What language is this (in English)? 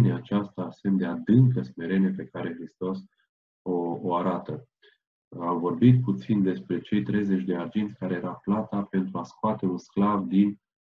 Romanian